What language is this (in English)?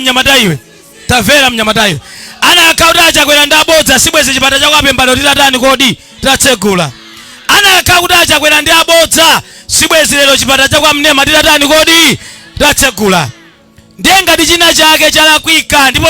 Nyanja